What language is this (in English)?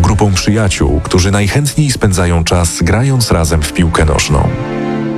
Polish